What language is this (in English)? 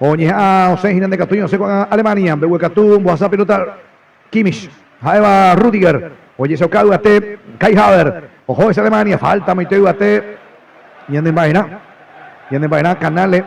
Guarani